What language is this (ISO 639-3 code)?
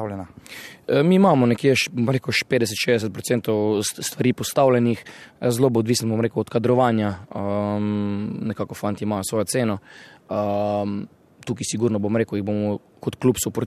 slv